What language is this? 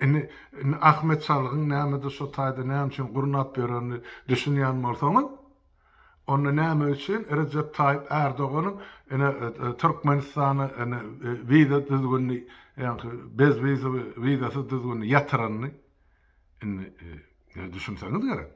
Turkmen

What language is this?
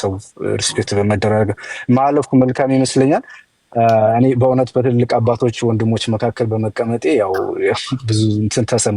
Amharic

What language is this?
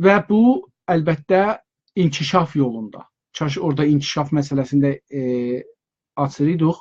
South Azerbaijani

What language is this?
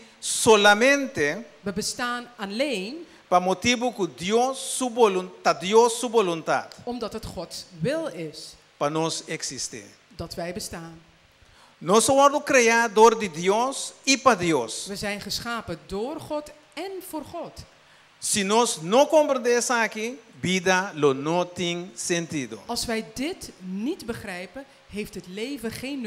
Papiamento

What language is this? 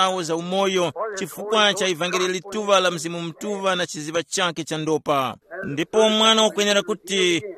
Tumbuka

